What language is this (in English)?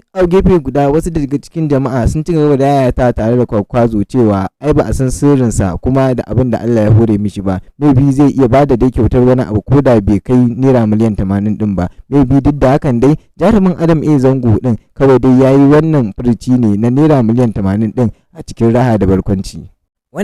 Hausa